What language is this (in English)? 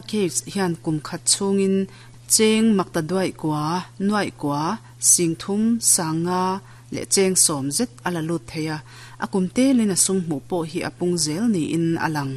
Mizo